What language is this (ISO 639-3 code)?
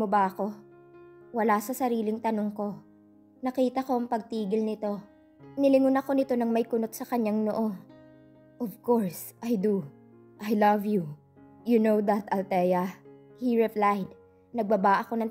fil